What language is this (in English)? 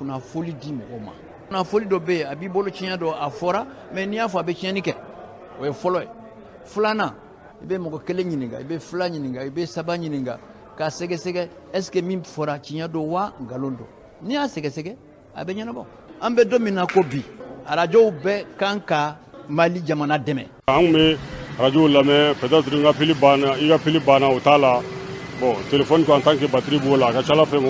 Bambara